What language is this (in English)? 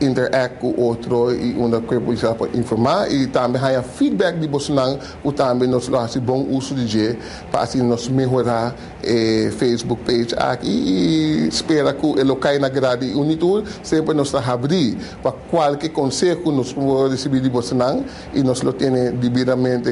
Papiamento